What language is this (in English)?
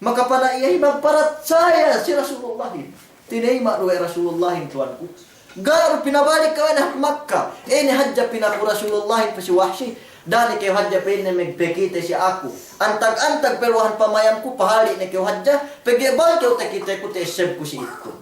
Yakan